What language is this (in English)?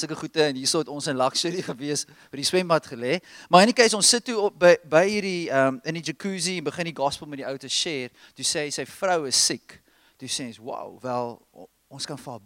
Afrikaans